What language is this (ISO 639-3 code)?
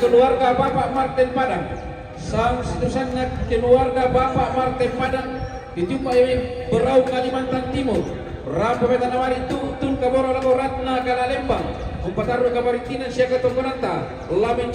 sda